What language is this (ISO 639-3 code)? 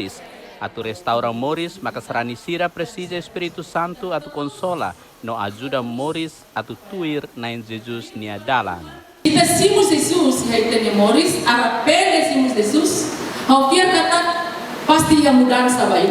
tet